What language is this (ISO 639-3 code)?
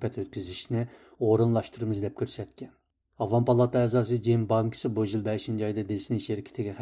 uig